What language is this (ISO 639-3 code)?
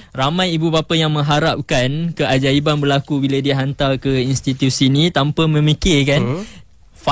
msa